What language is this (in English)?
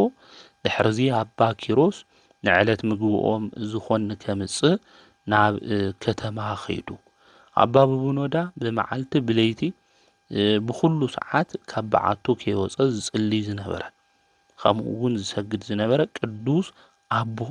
Tigrinya